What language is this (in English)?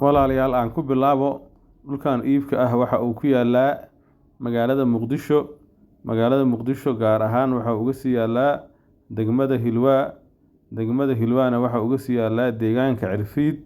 Somali